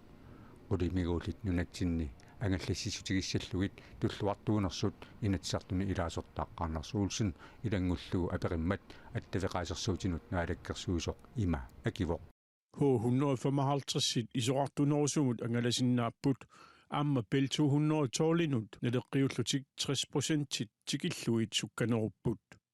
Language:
Kalaallisut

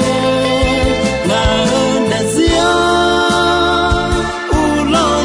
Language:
Akha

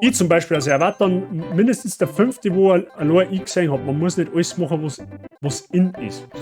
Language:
Bavarian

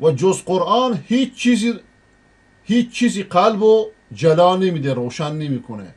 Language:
Persian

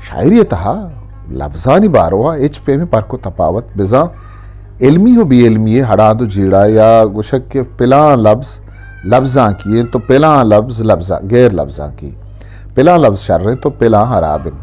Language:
Eastern Balochi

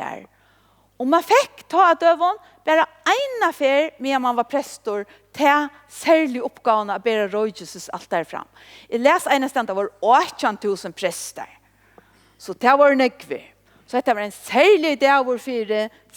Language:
Faroese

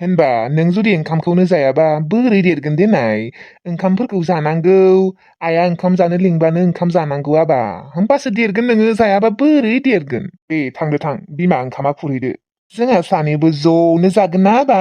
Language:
Bodo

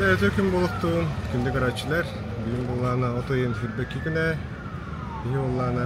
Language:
Yakut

